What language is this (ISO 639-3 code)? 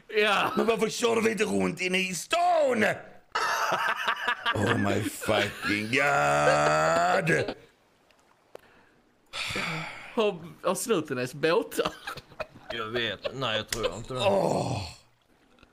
swe